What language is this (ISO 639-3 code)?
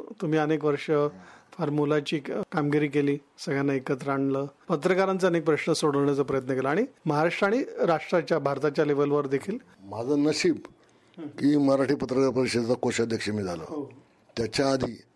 mar